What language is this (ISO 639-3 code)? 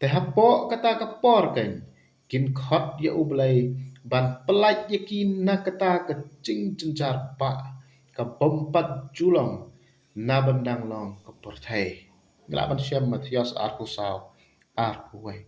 kha